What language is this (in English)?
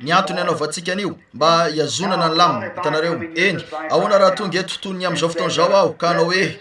Malagasy